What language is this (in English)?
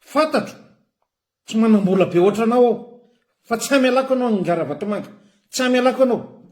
Malagasy